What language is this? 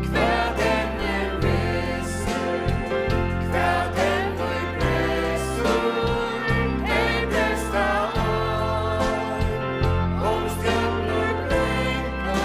Faroese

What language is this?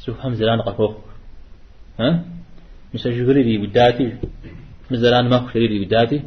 Kabardian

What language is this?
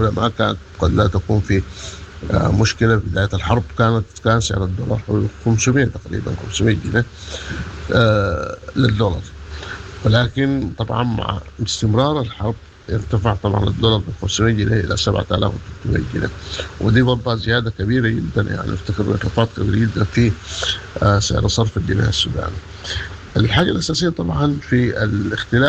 Sudanese Arabic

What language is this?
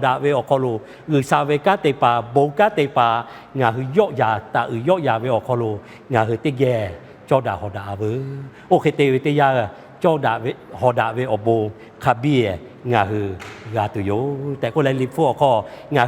Lahu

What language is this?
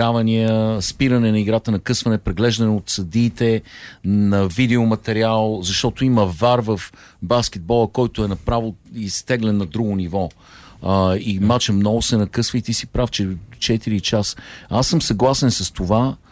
Bulgarian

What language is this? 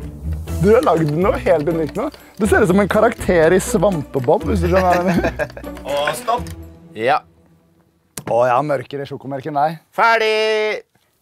Norwegian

